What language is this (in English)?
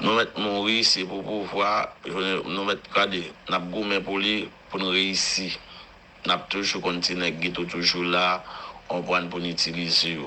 Haitian Creole